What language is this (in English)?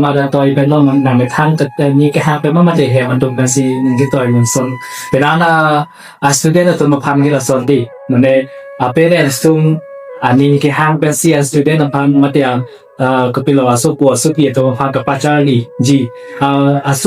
Karbi